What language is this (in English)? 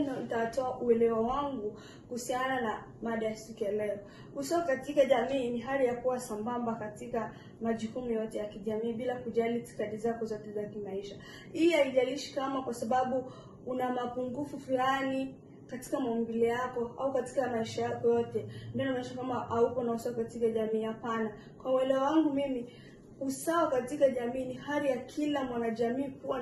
Swahili